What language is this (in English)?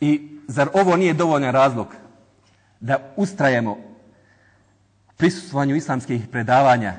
Bosnian